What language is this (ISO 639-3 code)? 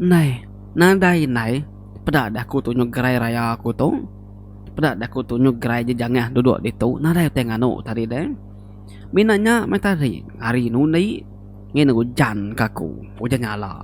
iba